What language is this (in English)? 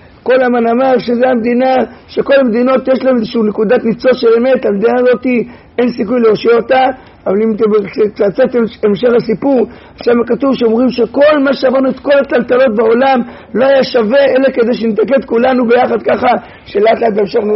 Hebrew